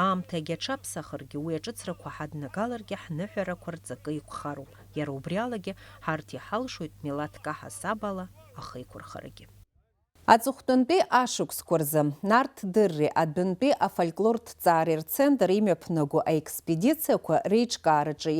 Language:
Abkhazian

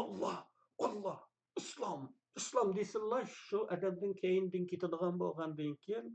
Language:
Uyghur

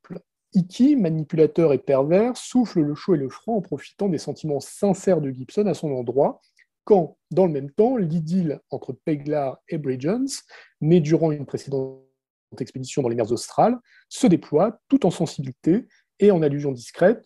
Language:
French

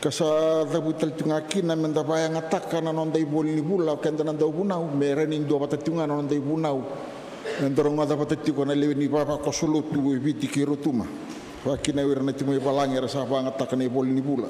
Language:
Fijian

